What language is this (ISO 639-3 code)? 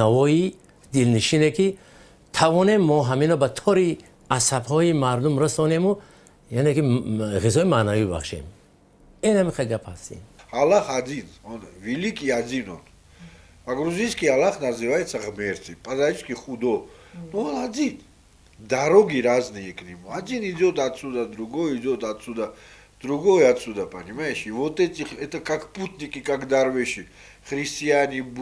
tgk